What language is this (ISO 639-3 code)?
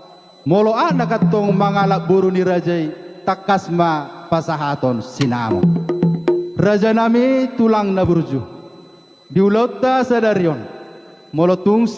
bbc